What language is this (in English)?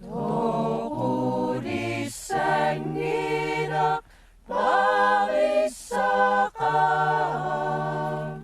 Kalaallisut